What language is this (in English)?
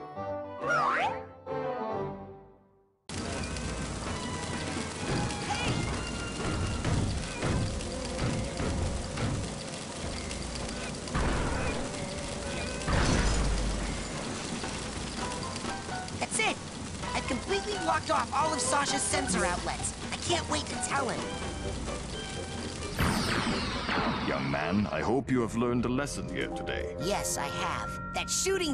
English